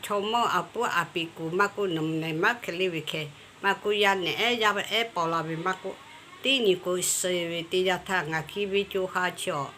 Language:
Lahu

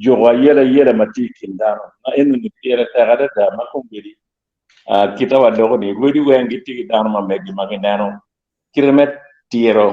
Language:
Acoli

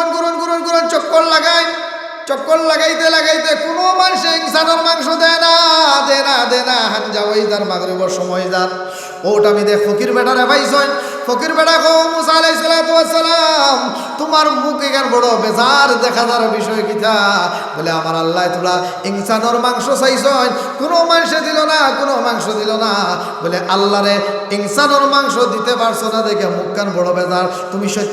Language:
Sylheti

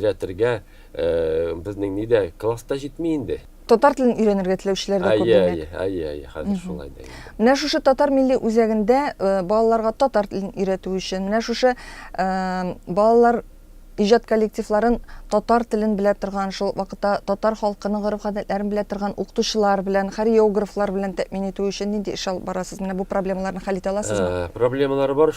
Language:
Tatar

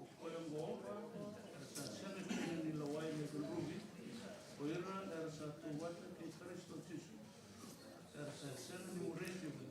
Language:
Fijian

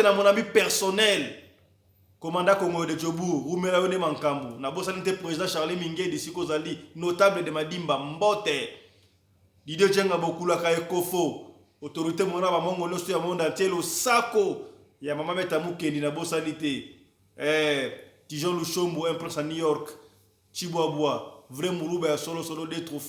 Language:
Lingala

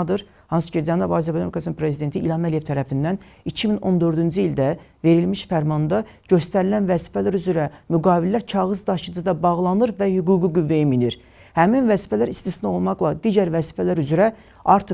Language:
Azerbaijani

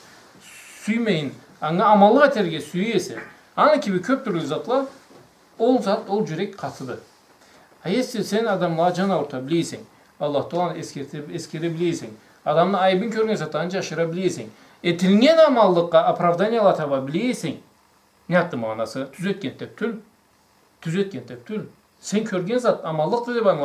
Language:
Karachay-Balkar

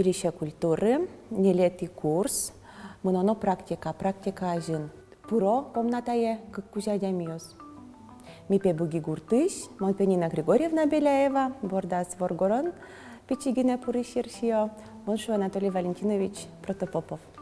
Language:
Udmurt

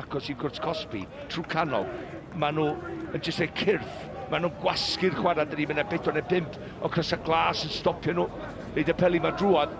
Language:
Welsh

